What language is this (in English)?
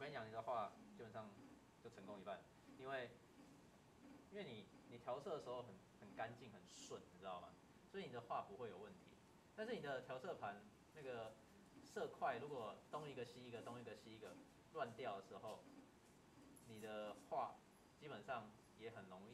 Chinese